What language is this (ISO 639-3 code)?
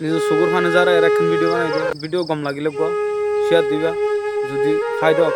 rhg